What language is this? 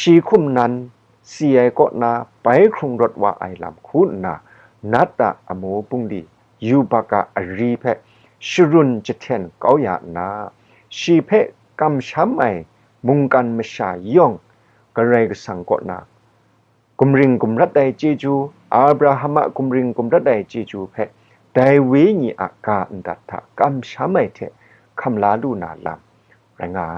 Kachin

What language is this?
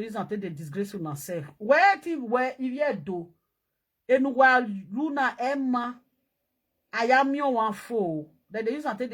Nigerian Pidgin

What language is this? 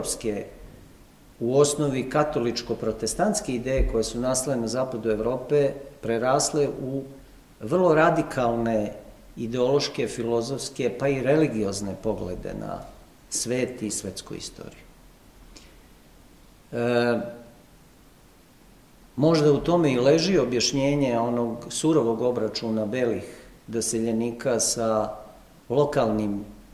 Serbian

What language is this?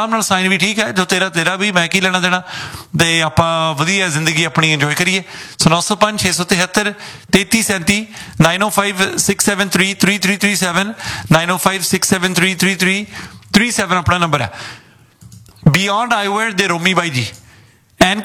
Punjabi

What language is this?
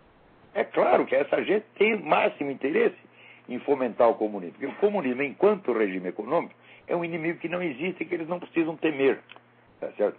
Portuguese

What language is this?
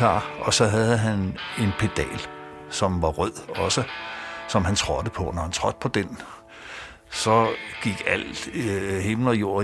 Danish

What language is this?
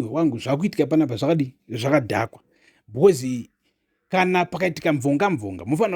Shona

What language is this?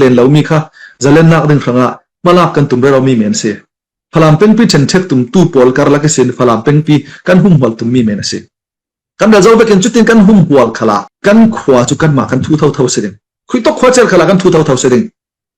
Falam Chin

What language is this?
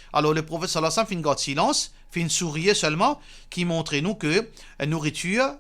Morisyen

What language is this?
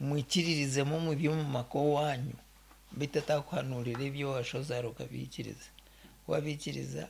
Nyankole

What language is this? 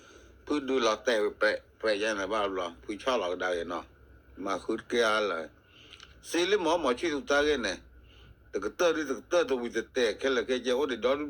S'gaw Karen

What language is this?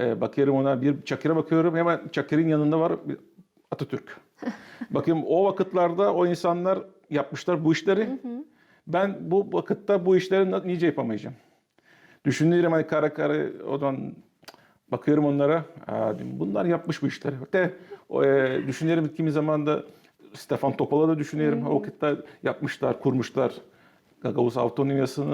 Gagauz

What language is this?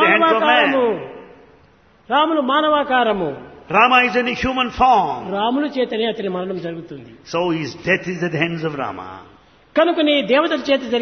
Telugu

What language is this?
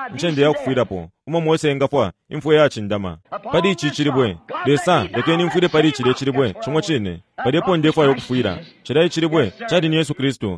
Bemba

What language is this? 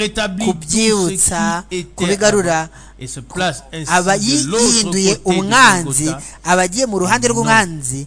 Kinyarwanda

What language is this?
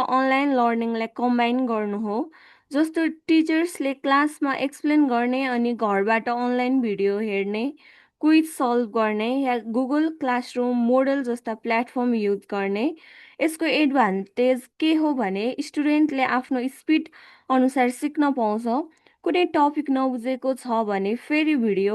Nepali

